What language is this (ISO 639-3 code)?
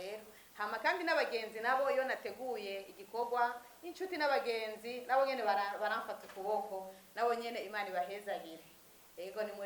run